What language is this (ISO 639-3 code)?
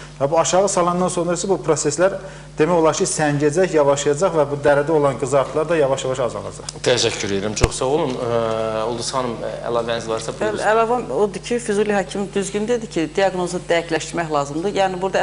aze